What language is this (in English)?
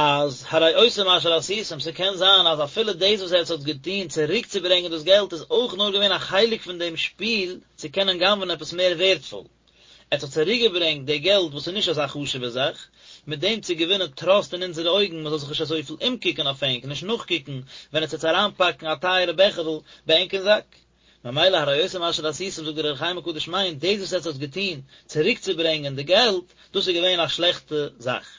Yiddish